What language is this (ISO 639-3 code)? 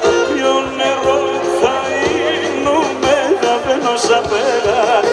ell